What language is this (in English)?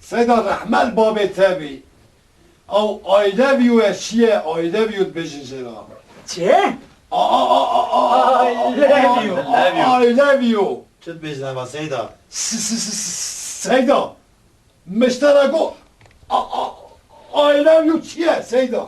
Kurdish